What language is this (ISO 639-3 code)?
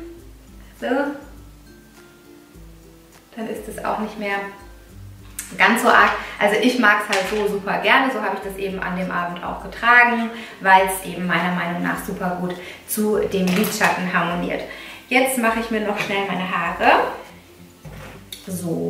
deu